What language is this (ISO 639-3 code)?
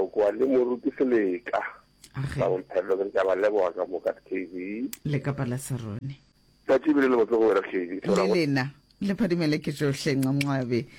nso